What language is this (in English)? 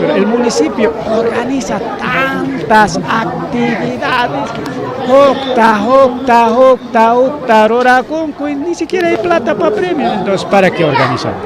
Ayacucho Quechua